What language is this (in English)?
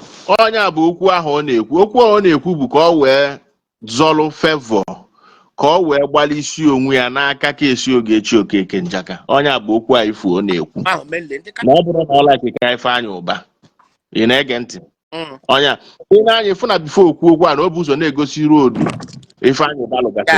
Igbo